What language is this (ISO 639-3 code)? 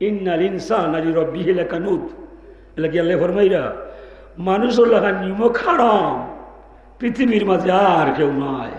syl